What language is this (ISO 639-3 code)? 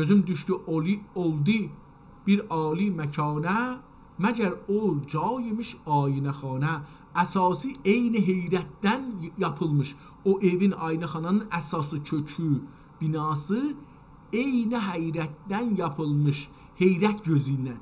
azb